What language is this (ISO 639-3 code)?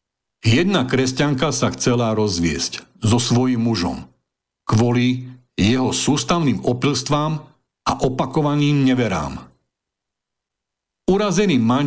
slk